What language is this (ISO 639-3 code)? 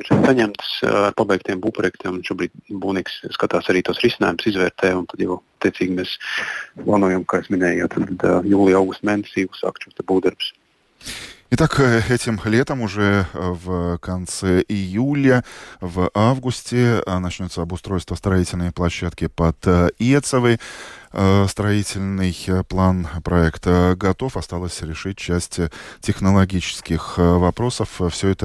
lav